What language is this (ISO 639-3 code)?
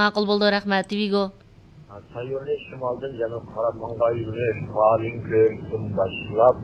uig